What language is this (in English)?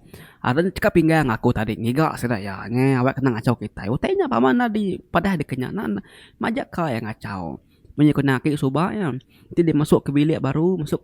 Iban